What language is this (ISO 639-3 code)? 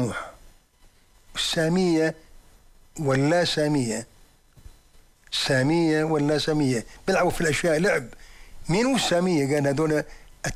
ara